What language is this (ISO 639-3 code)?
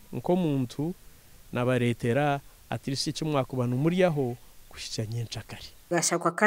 nyn